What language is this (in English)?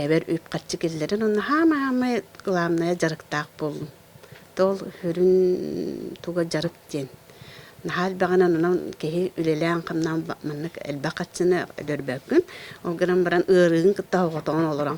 Yakut